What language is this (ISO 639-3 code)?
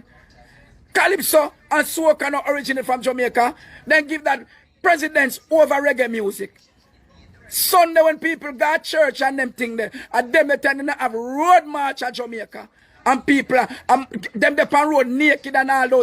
jam